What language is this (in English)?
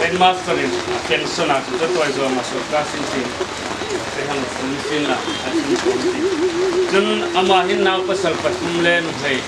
Hmar